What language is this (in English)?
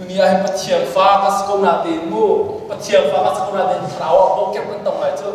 Hakha Chin